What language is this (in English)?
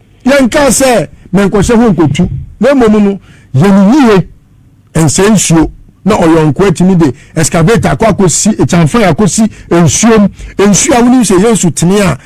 Akan